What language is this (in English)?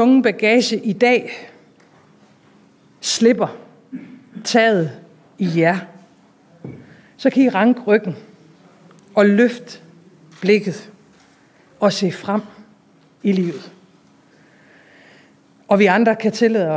Danish